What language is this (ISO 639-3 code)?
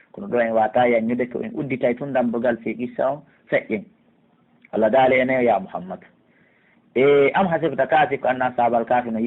ful